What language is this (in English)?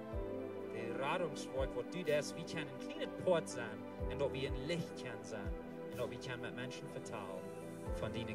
Plautdietsch